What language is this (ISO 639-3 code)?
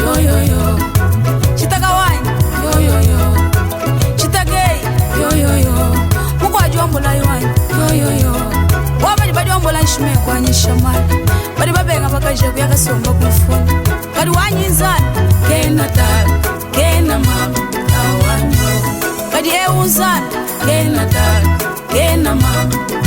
lua